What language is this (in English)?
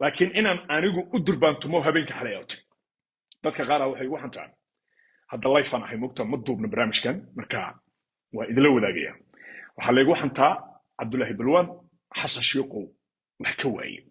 Somali